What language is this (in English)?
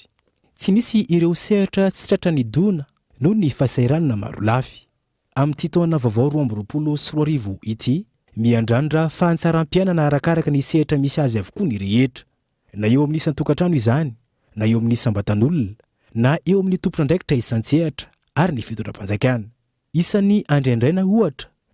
Malagasy